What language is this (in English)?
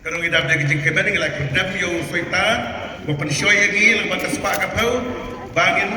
Khasi